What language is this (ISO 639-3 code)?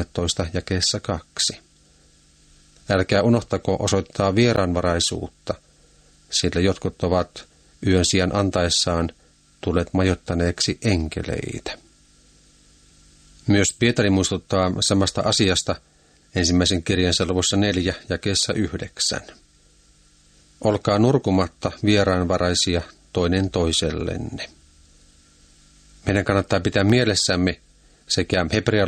fin